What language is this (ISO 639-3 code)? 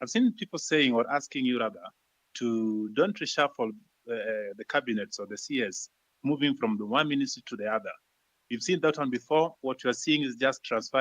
kam